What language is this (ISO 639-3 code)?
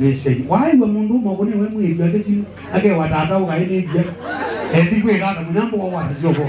kam